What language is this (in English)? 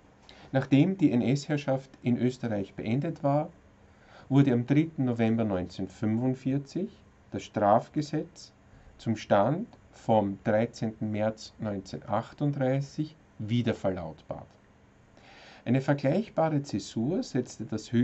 German